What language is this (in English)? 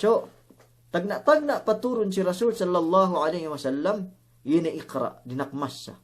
Yakan